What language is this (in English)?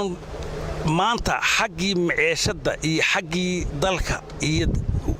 Somali